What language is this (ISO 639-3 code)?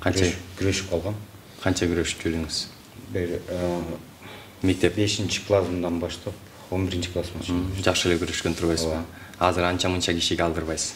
kir